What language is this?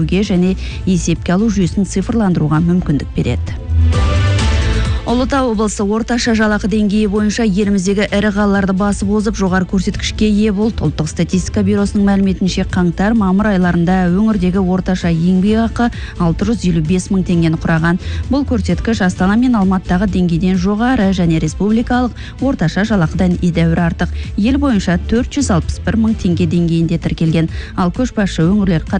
Kazakh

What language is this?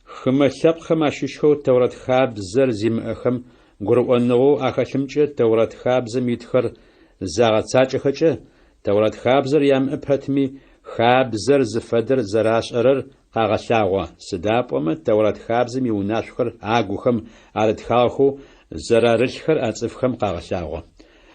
Adyghe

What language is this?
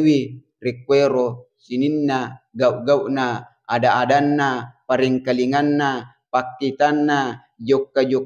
Buginese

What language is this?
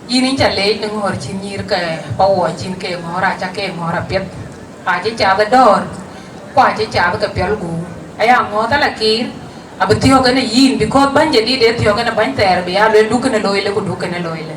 Dinka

